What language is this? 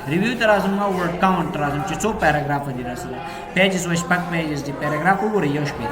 Pashto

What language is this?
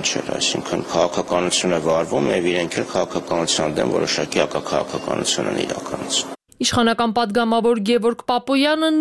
Armenian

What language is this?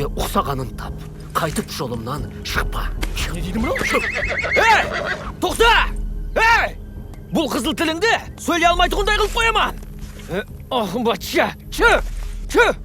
Kara-Kalpak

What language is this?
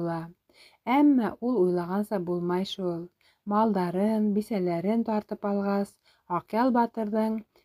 Bashkir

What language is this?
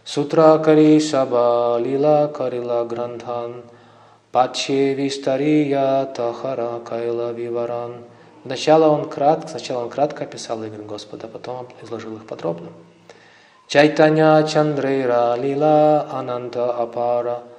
Russian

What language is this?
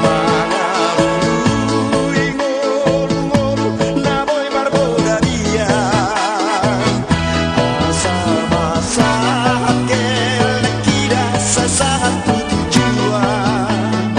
Batak Toba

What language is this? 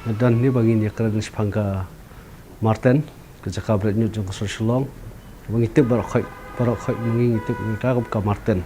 Khasi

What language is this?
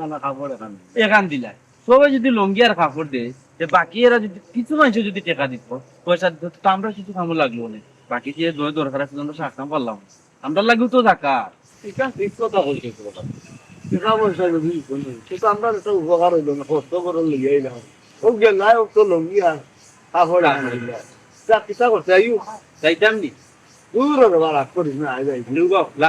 Sylheti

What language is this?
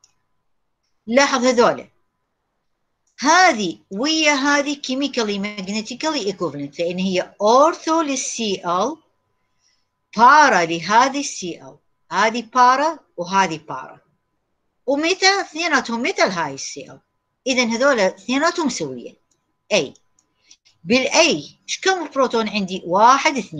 Mesopotamian Arabic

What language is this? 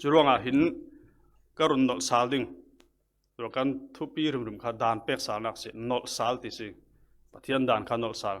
Falam Chin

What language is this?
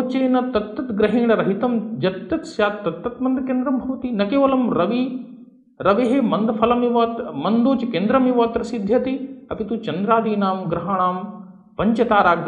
Sanskrit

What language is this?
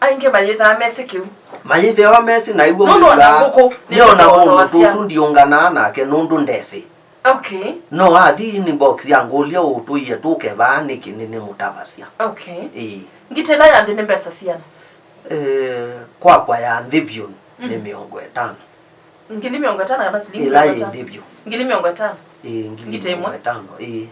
Kamba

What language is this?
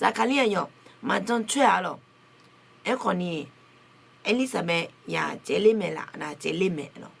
Akha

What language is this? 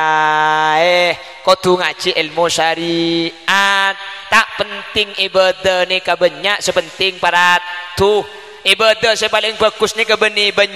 Madurese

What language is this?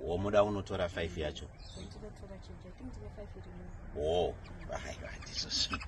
Shona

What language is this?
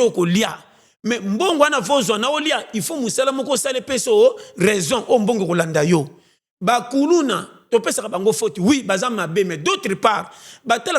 Lingala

